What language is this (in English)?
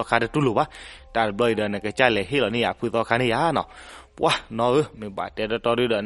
S'gaw Karen